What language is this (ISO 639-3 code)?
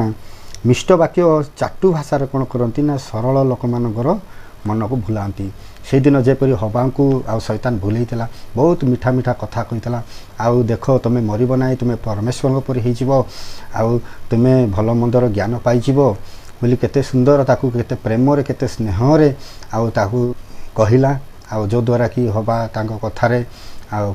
ori